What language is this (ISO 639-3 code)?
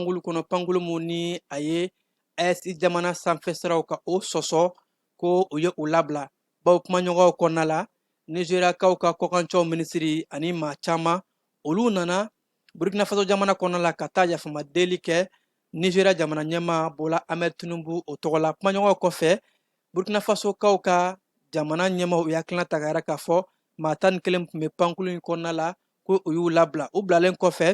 bam